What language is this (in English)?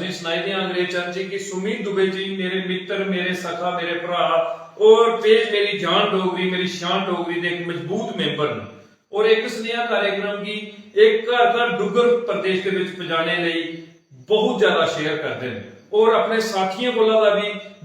Dogri